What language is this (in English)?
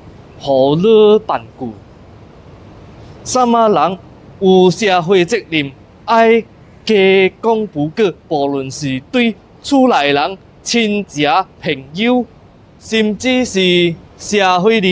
Min Nan Chinese